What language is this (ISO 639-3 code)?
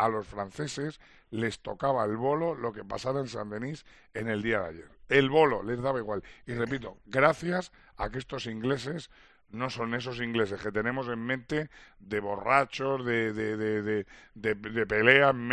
spa